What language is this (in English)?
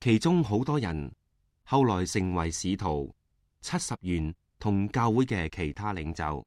Cantonese